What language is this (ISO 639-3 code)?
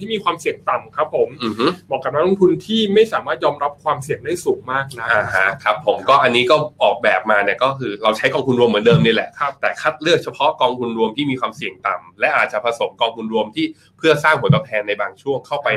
tha